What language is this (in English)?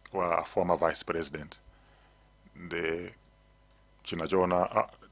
Nyanja